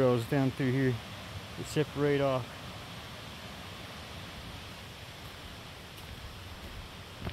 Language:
English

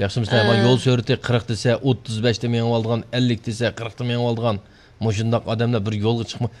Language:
Uyghur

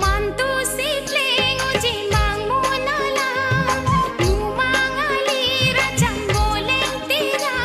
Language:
Karbi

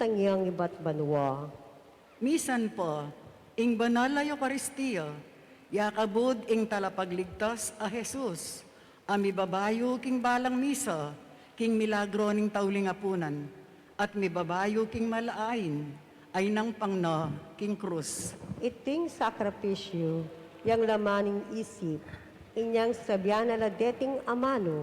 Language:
Pampanga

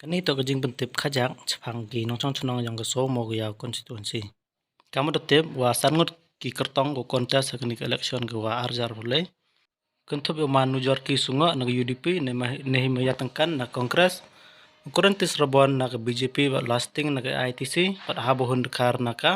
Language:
Khasi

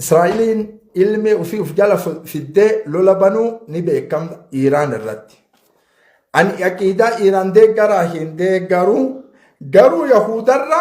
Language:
Oromo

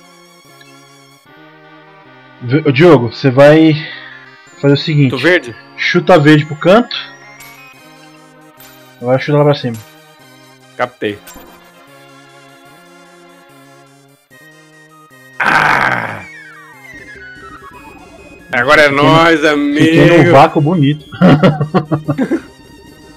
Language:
Portuguese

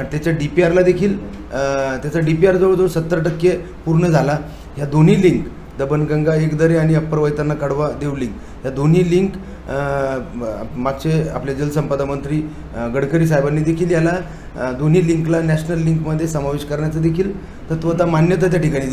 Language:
Marathi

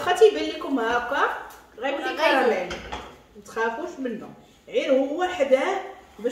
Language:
Moroccan Arabic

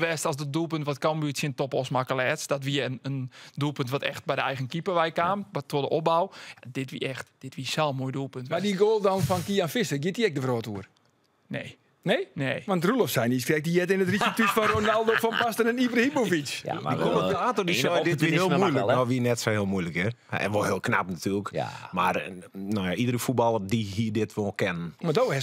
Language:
Western Frisian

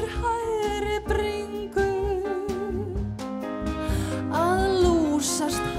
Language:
Icelandic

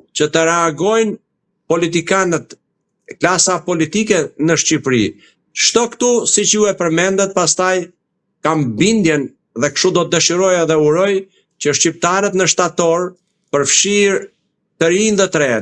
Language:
Albanian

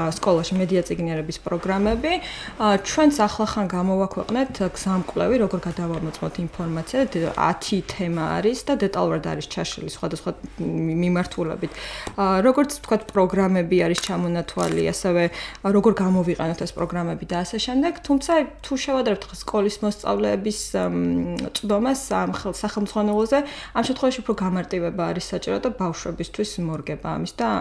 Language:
Georgian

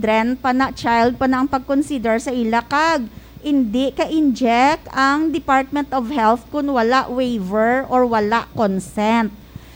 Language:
Hiligaynon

